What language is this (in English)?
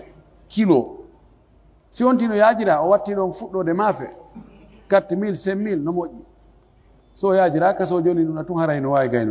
Pular